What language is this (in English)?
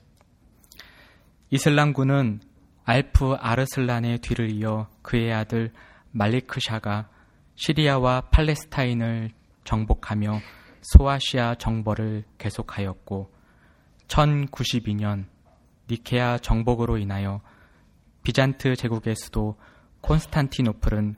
Korean